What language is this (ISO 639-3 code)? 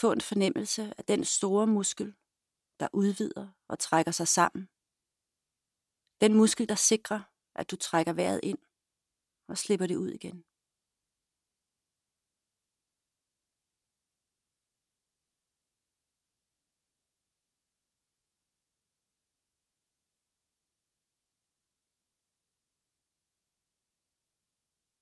dan